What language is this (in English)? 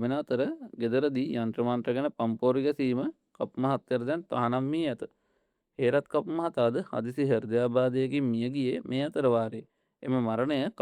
Sinhala